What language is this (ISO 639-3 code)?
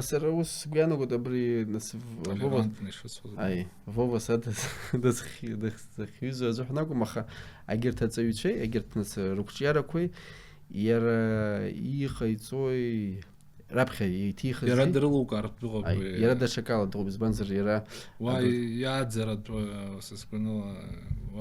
abk